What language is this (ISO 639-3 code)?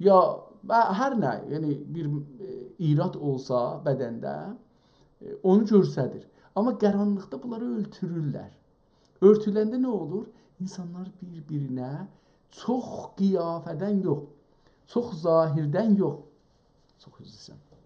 azb